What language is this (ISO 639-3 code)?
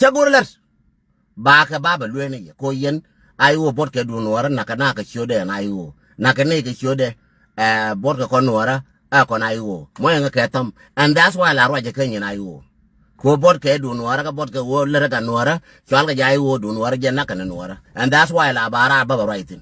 nus